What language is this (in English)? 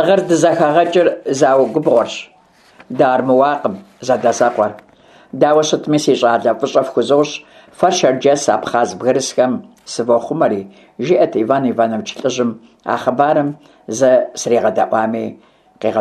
Kabardian